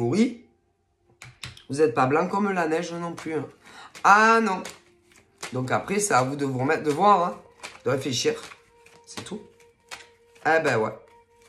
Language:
French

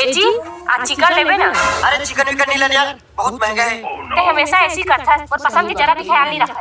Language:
Chhattisgarhi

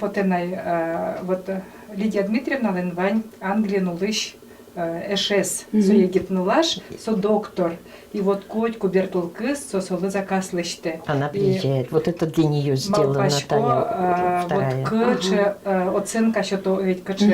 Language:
Udmurt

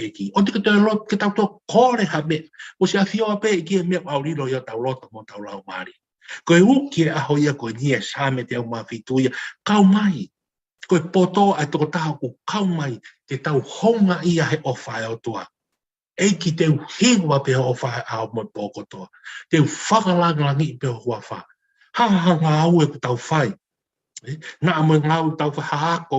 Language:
Tongan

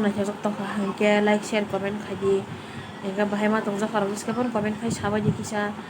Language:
Kok Borok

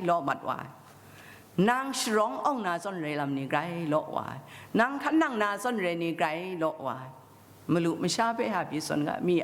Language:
Kachin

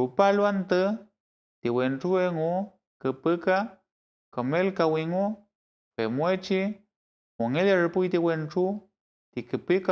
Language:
Mapuche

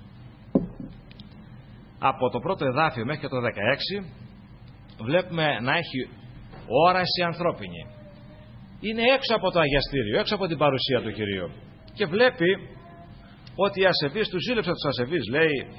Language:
Greek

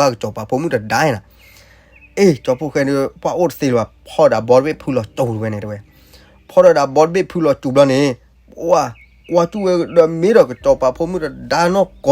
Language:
S'gaw Karen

